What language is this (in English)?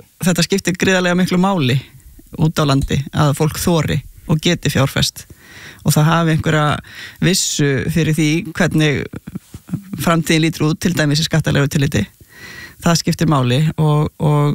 Icelandic